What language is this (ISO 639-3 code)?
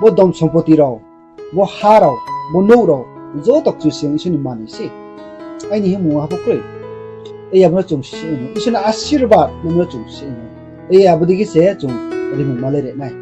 ria